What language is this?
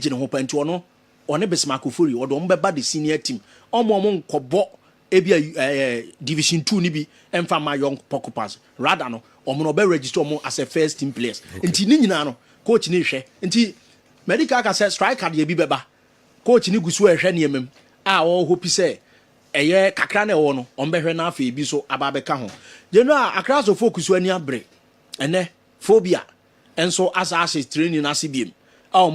Akan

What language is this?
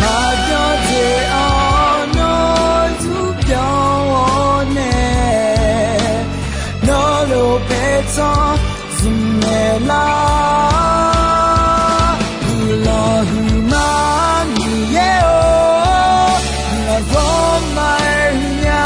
Akha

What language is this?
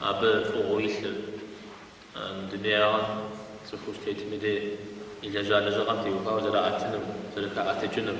Kabardian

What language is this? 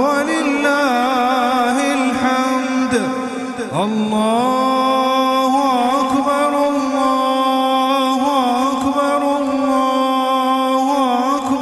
Kumyk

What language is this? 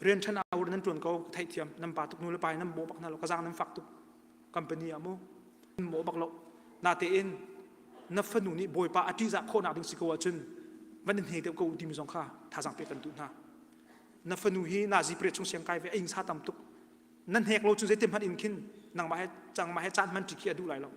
Hakha Chin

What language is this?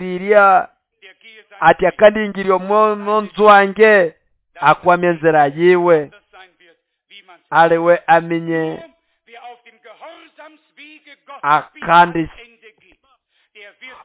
Nande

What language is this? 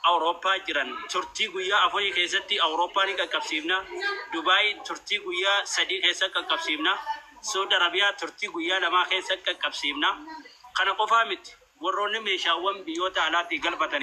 Oromo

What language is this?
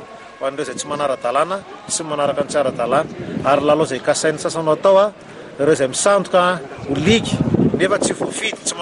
Malagasy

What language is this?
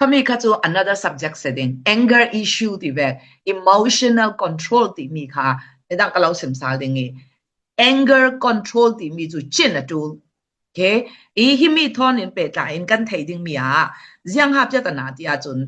Falam Chin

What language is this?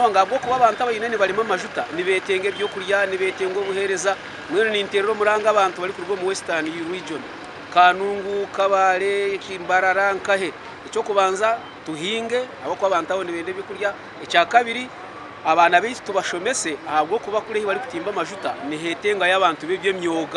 Nyankole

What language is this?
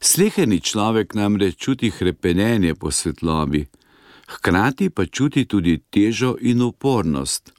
Slovenian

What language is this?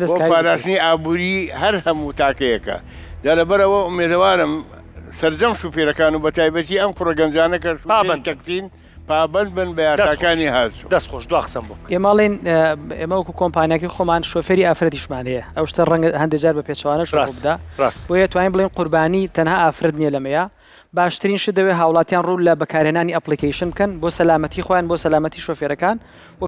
Central Kurdish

